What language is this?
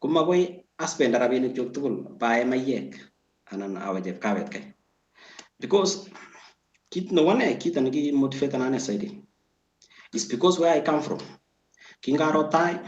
Kalenjin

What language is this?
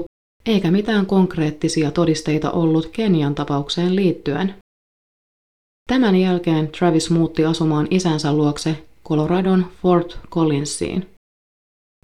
Finnish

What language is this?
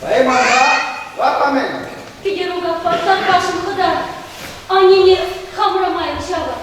Chuvash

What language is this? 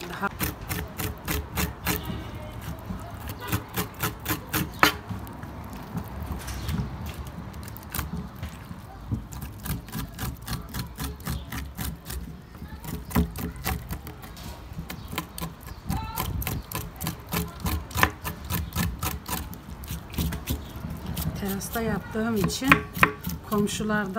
Turkish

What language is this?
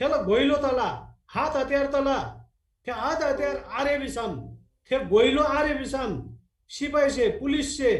Eastern Tamang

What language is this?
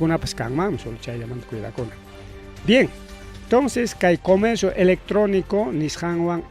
Ayacucho Quechua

